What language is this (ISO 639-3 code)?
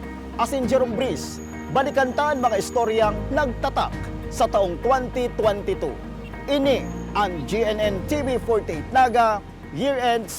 bik